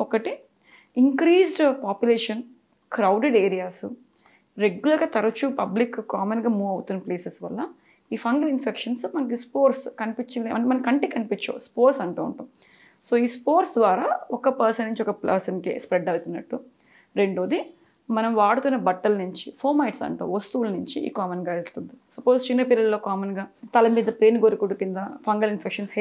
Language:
Telugu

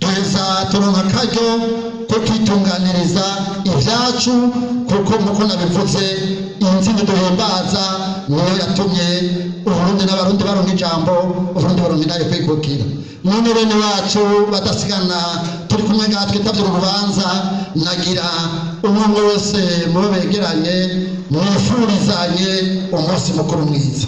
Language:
Rundi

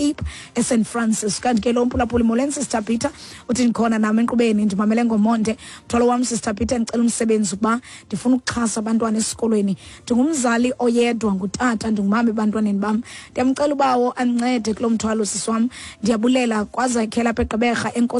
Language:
Xhosa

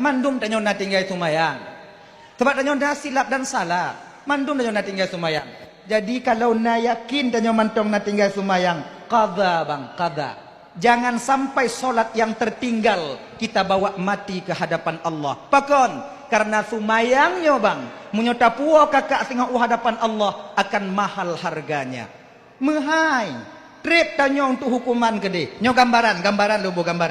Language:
Achinese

